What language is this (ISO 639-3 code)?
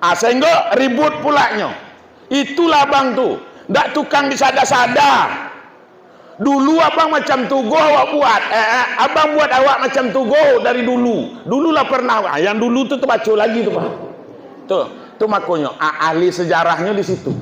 min